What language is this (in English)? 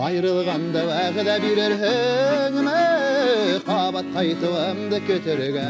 Bashkir